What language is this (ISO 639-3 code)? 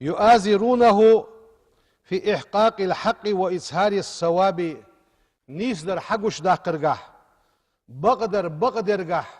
inh